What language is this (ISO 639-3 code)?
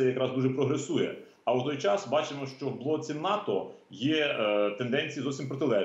ukr